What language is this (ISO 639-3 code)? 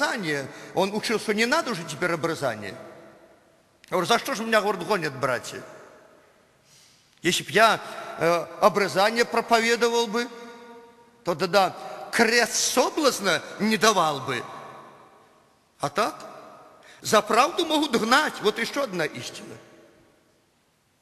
rus